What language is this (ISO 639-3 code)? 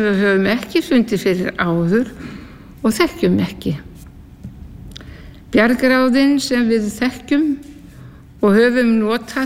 isl